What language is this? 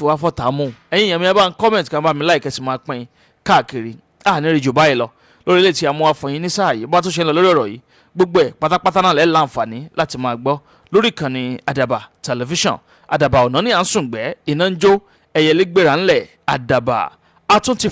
Yoruba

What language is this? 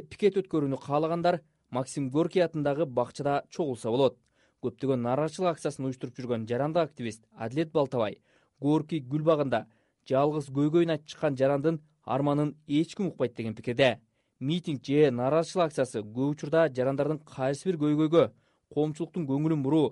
Kyrgyz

